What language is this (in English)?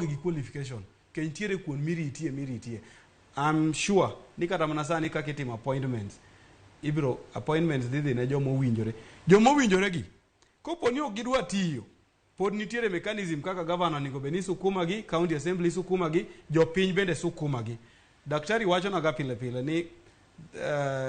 Luo (Kenya and Tanzania)